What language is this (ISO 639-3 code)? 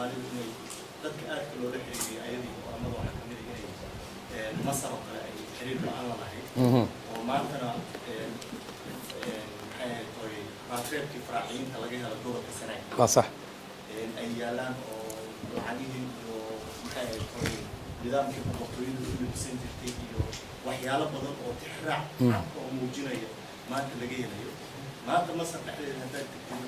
som